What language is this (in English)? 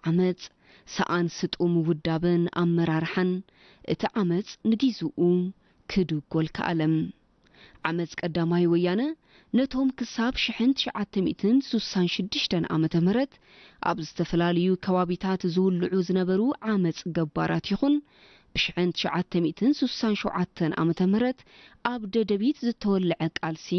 Tigrinya